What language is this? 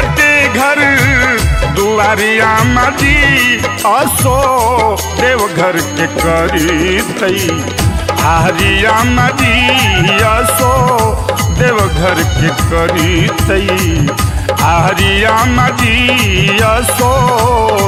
Bhojpuri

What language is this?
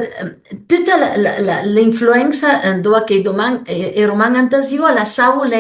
Piedmontese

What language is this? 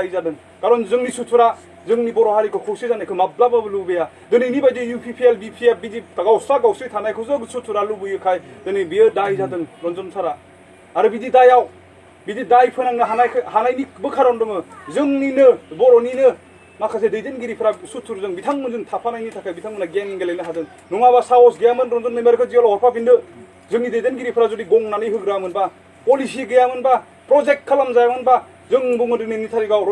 Bodo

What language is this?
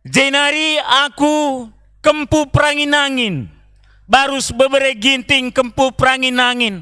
Batak Karo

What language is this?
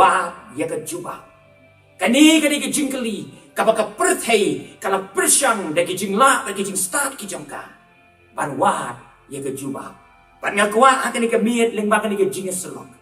Khasi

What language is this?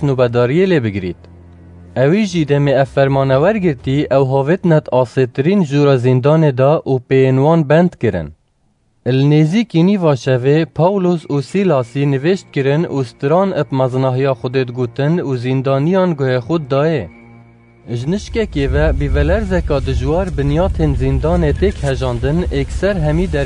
Kurdish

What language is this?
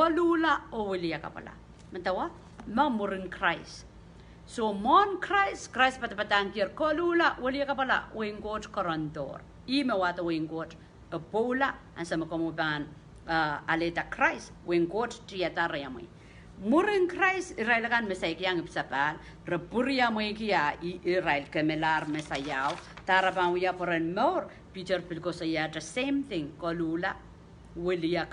Pohnpeian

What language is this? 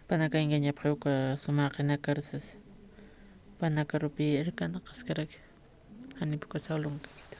Aymara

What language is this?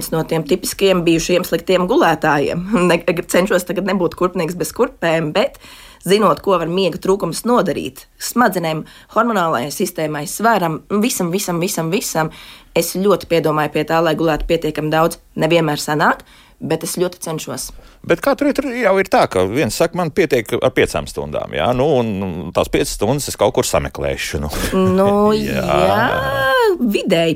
Latvian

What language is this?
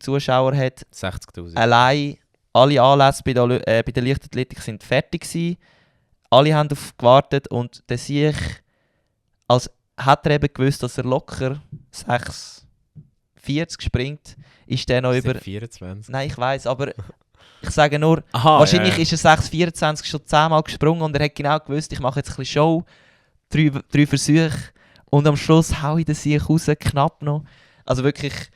Swiss German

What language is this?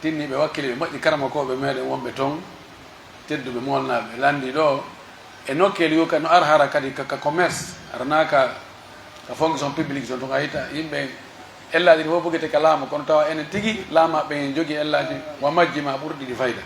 Pular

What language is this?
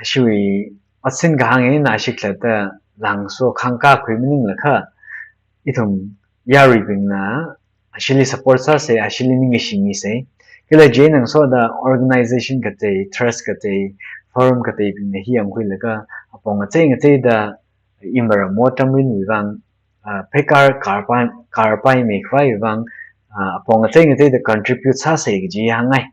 Tangkhul Naga (India)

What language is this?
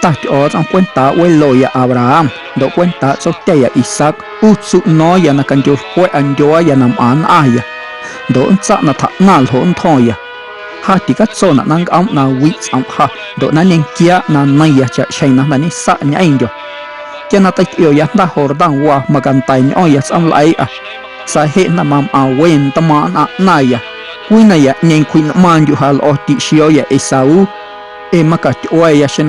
Guerrero Amuzgo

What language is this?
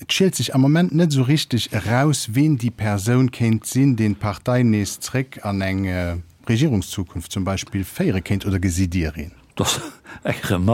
Luxembourgish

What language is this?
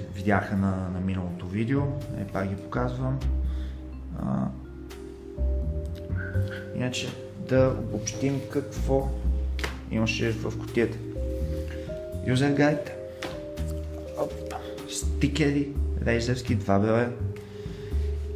Bulgarian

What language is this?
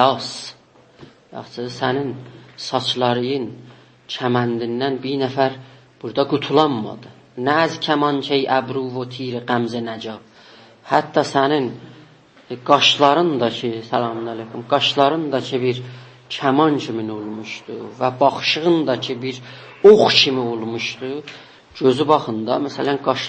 South Azerbaijani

